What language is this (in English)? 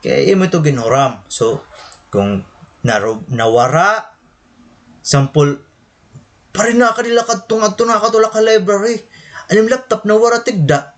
Waray